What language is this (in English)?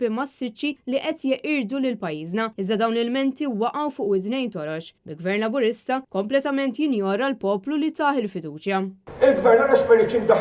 Maltese